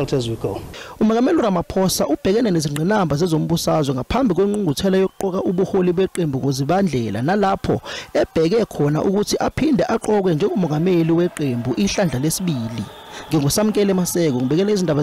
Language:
Zulu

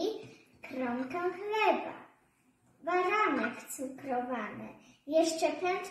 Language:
Polish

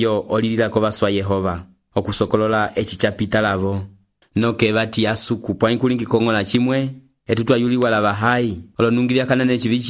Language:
Umbundu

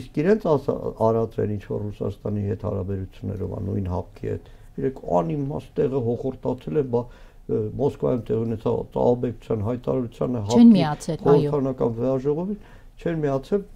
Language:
Armenian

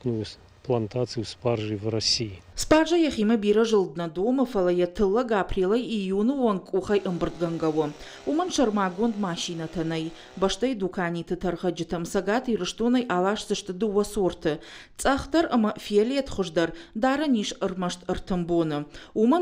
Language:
Ossetic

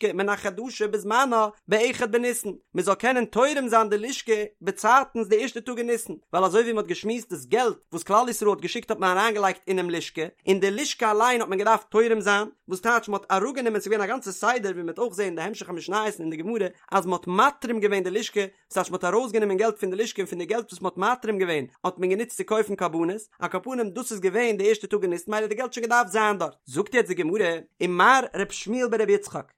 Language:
Yiddish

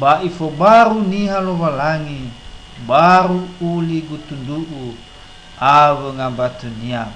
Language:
Nias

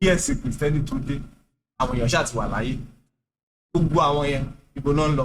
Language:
Yoruba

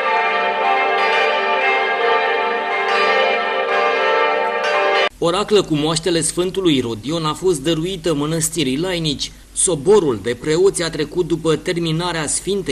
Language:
Romanian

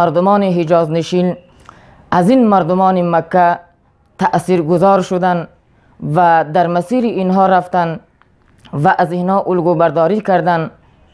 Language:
Persian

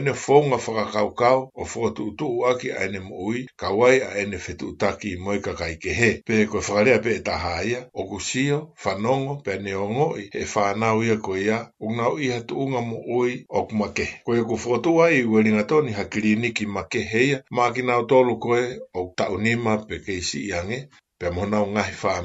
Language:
Tongan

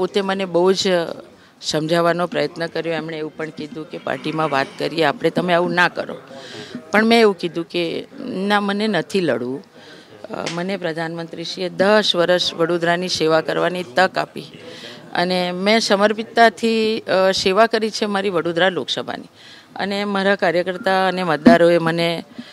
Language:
Gujarati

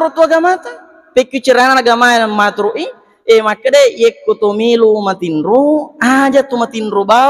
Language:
Buginese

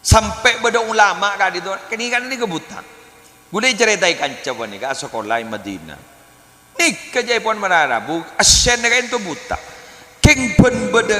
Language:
Madurese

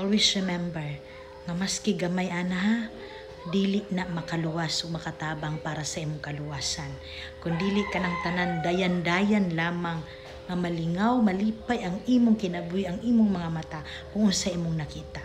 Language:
Cebuano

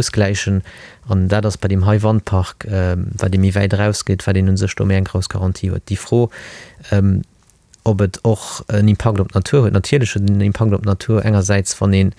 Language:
Luxembourgish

